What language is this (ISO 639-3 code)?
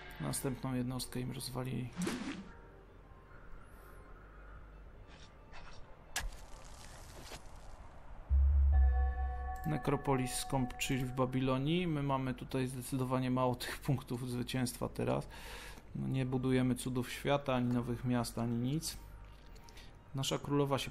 pol